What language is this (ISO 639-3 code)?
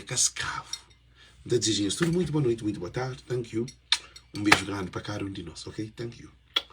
kea